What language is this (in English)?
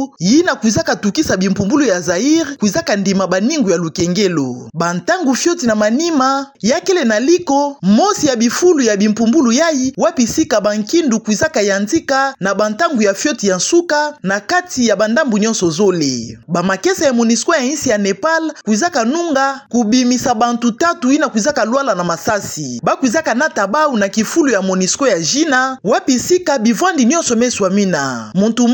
Kituba (Democratic Republic of Congo)